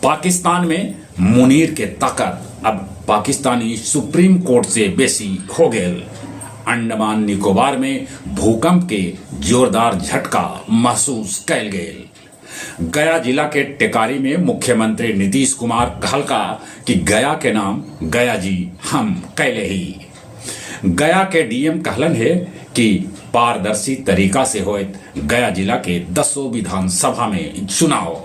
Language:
Magahi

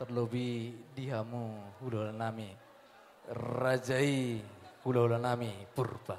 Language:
Batak Toba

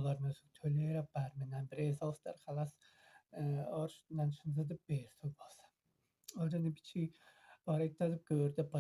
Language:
Tuvinian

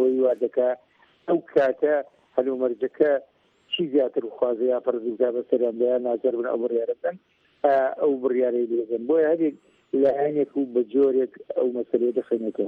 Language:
Central Kurdish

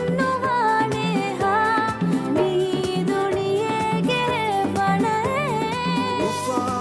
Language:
Divehi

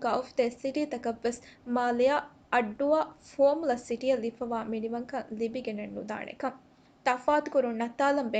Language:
Divehi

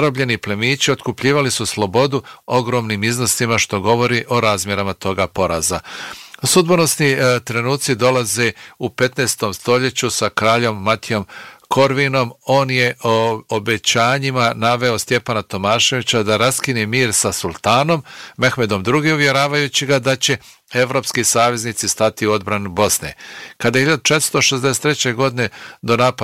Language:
Bosnian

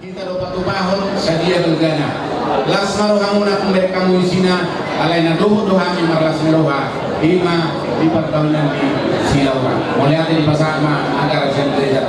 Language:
Batak Toba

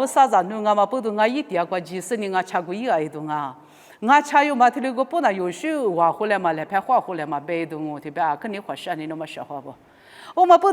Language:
Lisu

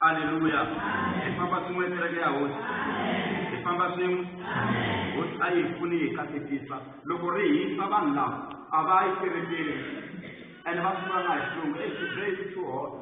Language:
Tsonga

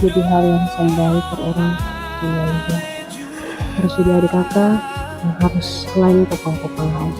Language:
Ambonese Malay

